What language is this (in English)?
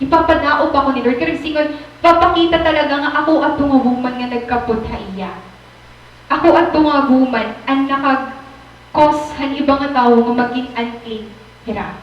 Waray